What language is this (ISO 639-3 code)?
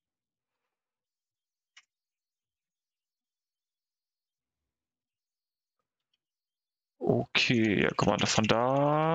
deu